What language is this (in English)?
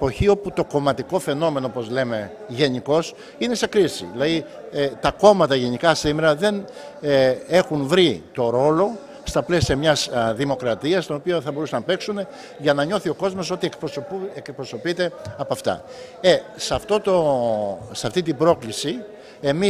Greek